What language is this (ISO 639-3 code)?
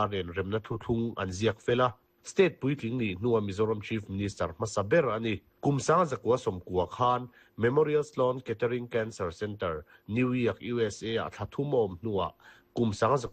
lus